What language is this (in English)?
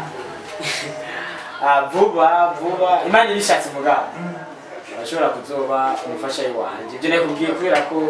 Rundi